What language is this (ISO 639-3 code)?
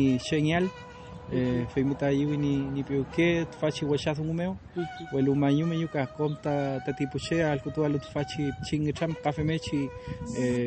arn